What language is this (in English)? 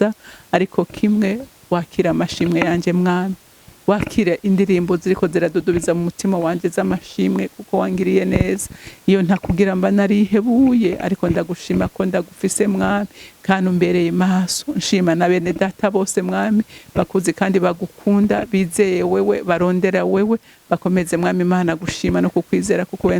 Rundi